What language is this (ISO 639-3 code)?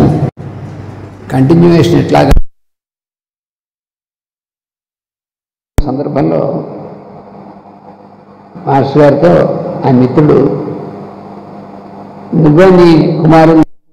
tel